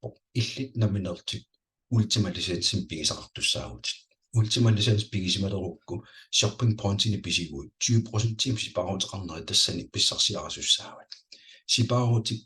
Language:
Kalaallisut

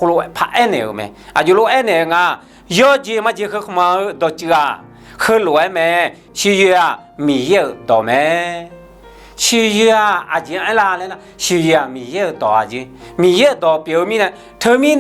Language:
Akha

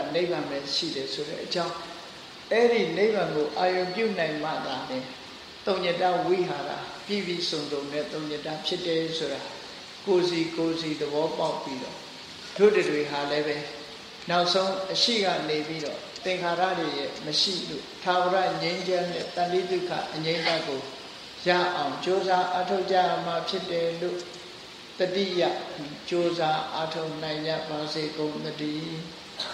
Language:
Burmese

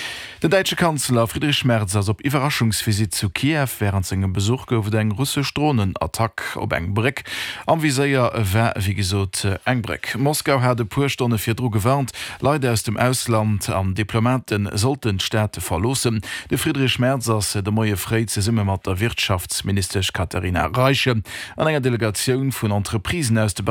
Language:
Luxembourgish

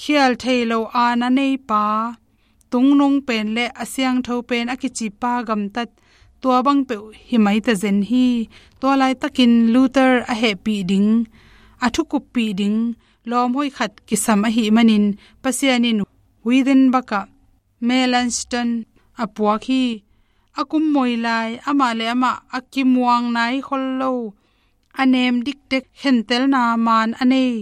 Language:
Tedim Chin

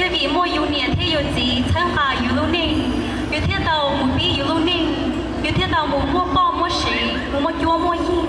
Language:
Hmong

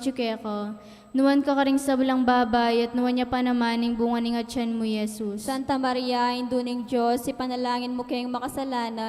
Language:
Pampanga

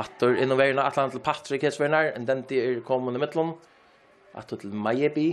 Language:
Faroese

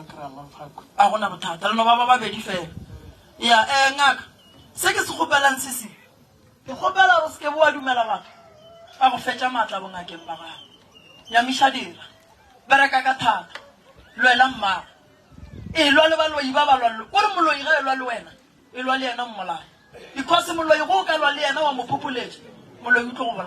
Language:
Northern Sotho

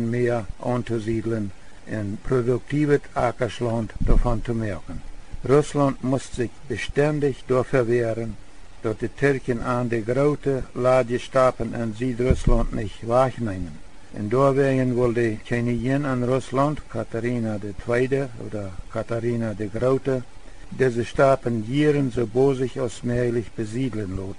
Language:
Plautdietsch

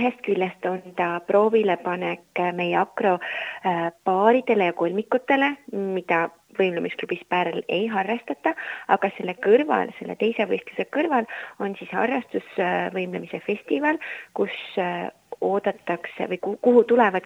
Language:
Estonian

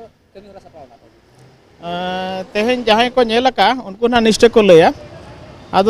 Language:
Santali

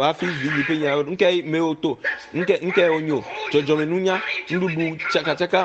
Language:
Ewe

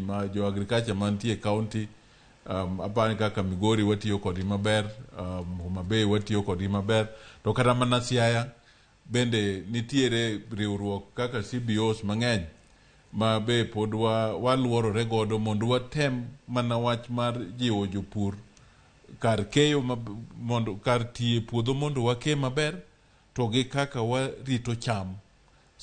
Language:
Luo (Kenya and Tanzania)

